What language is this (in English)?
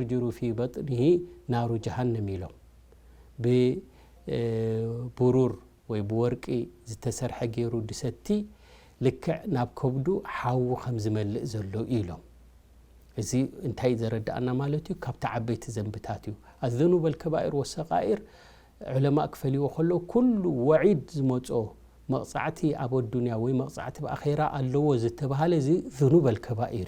Tigrinya